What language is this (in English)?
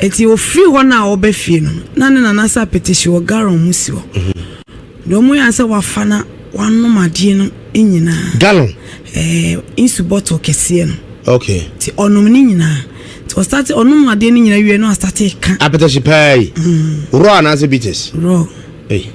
Akan